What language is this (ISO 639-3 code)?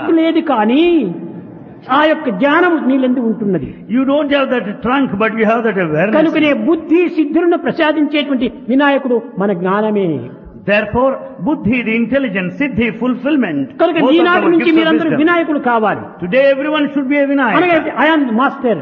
tel